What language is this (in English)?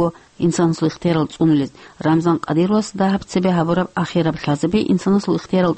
Avaric